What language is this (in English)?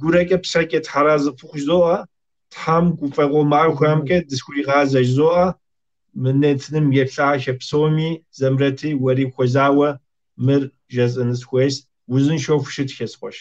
Kabardian